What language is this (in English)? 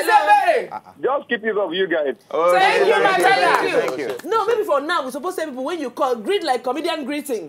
Nigerian Pidgin